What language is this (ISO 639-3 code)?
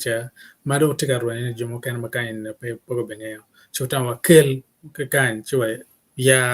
ach